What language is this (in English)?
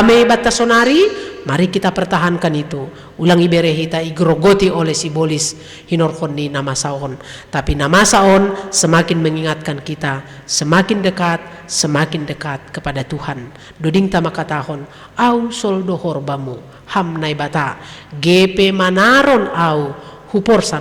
Batak Simalungun